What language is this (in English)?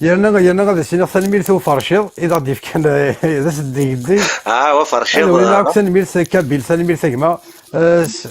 Kabyle